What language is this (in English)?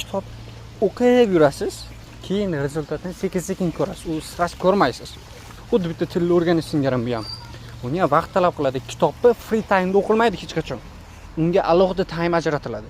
Uzbek